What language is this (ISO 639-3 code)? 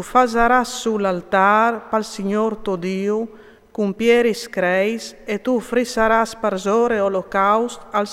fur